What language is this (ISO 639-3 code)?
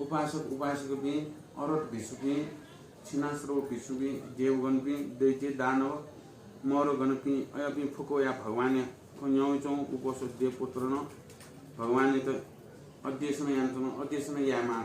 new